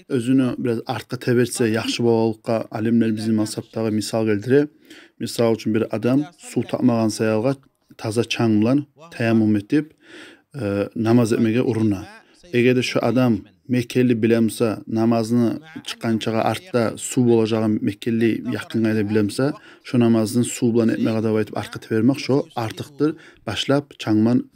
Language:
Kumyk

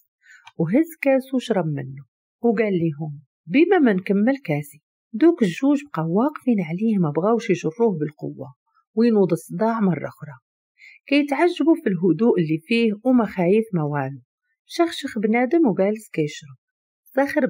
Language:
Moroccan Arabic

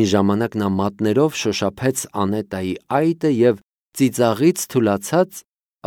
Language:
Armenian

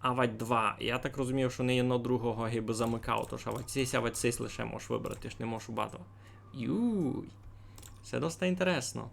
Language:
Rusyn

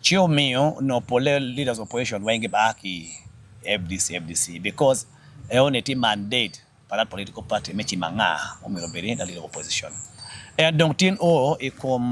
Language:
Acoli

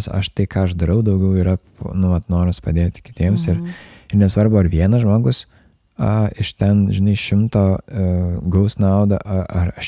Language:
Lithuanian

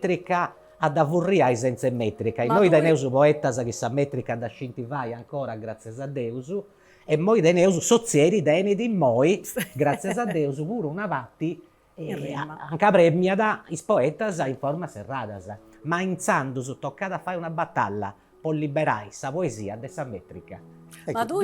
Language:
Sardinian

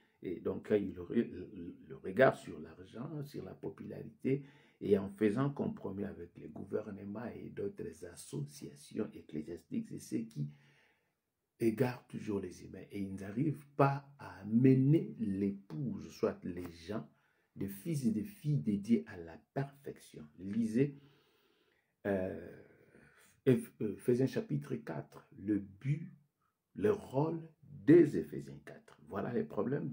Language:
French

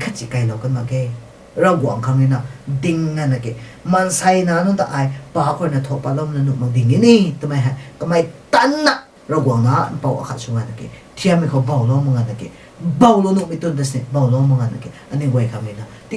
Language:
Rongmei Naga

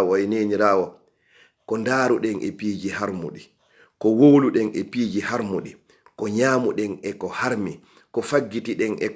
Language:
Fula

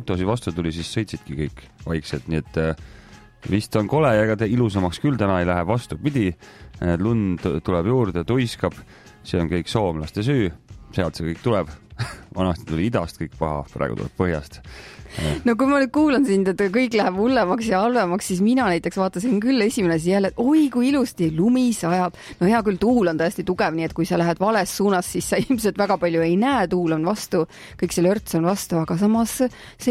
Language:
Estonian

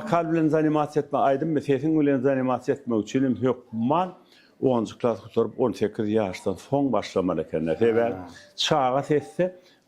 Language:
Turkmen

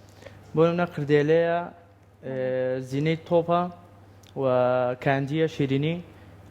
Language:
Central Kurdish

